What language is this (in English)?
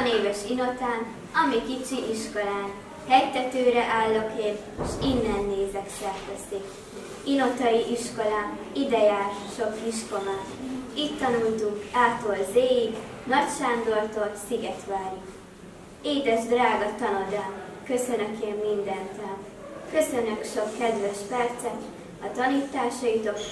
Hungarian